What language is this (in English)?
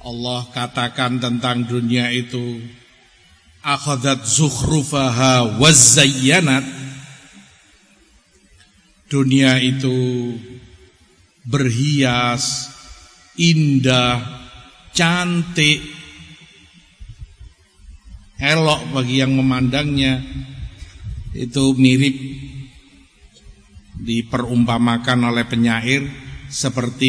Indonesian